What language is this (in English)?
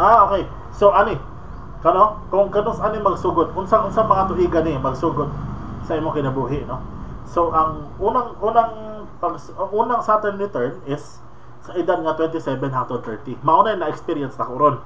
Cebuano